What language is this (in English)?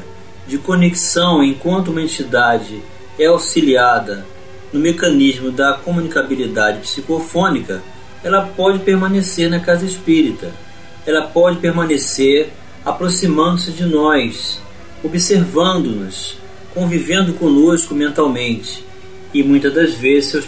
Portuguese